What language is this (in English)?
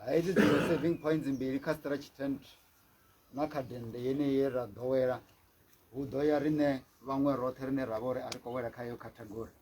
Venda